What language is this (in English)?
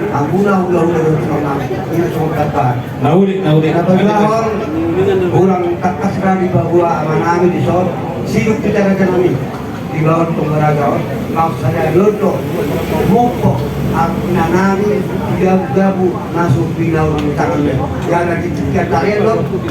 Batak Toba